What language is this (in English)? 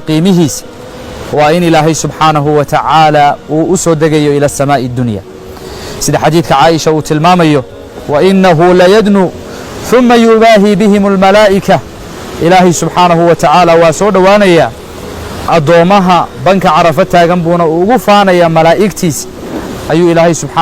Somali